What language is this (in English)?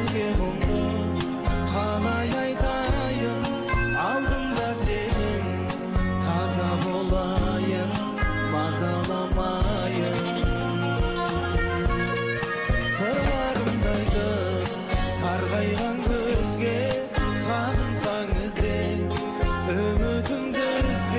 Kazakh